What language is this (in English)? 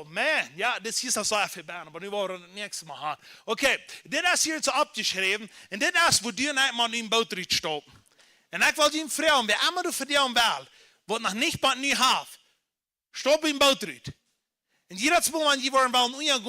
Plautdietsch